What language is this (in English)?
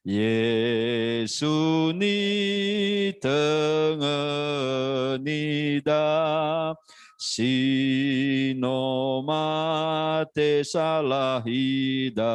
Nias